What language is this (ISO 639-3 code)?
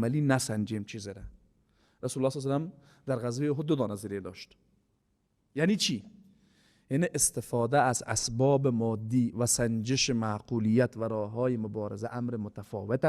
fas